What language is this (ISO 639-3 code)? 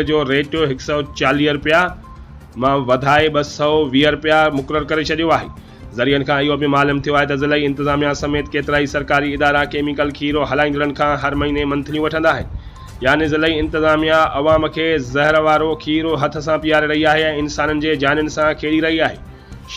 snd